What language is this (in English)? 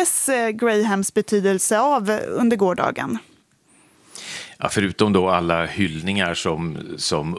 Swedish